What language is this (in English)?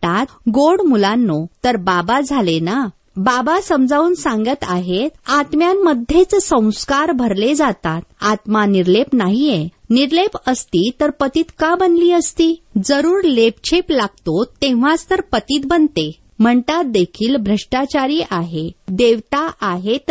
Marathi